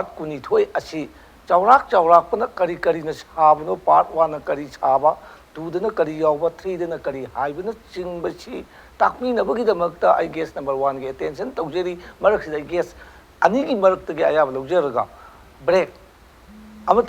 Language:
Manipuri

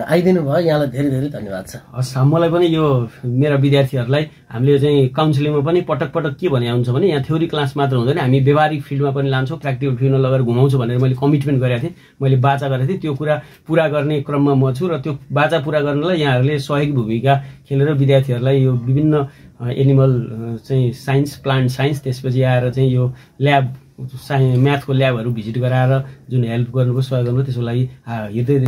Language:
Nepali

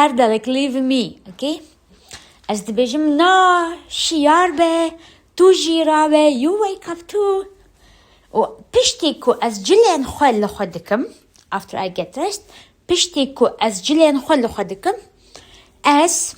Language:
Kurdish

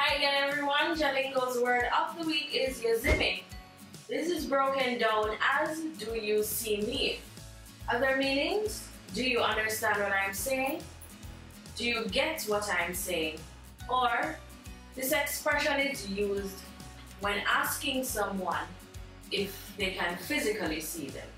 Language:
Jamaican Creole English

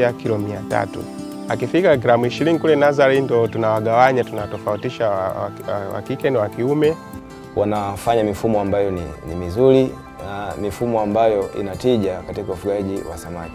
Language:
Swahili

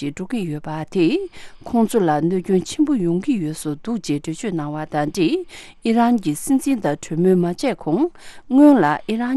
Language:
Tibetan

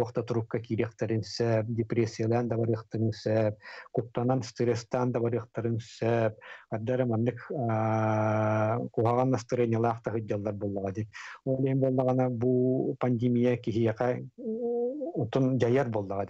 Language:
Yakut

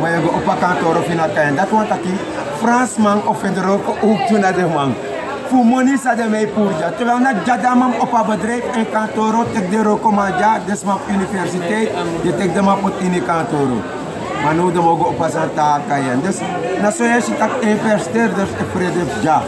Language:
Sranan Tongo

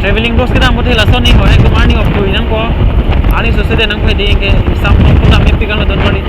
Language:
Karbi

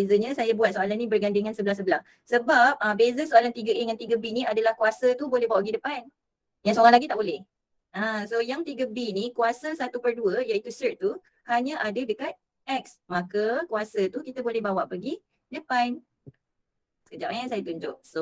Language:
Malay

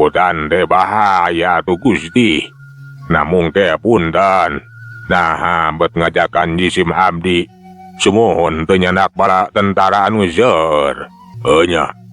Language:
Sundanese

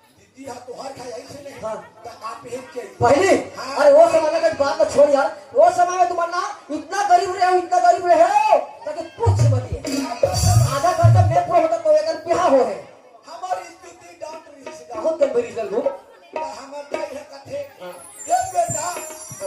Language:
Chhattisgarhi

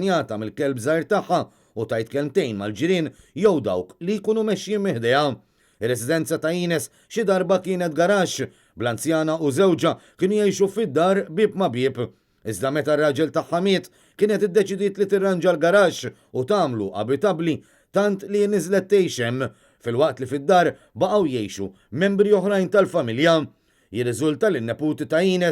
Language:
Maltese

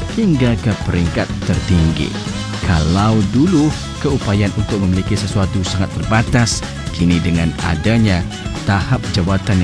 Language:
Malay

